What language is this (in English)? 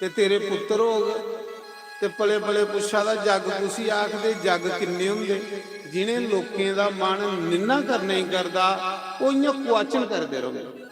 Dogri